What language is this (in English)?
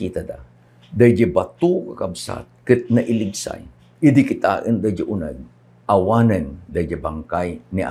Iloko